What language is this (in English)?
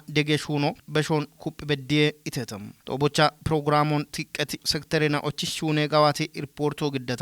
Kafa